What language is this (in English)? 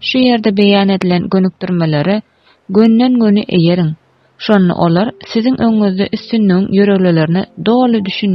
Turkmen